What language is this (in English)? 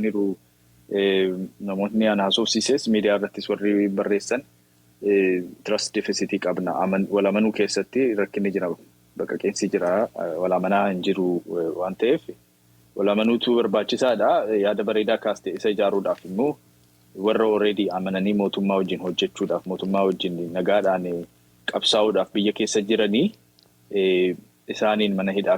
Oromo